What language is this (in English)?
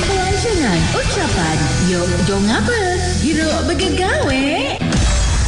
Malay